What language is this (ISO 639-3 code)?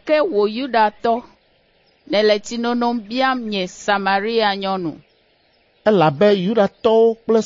ewe